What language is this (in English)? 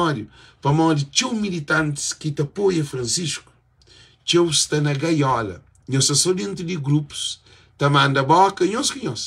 Kabuverdianu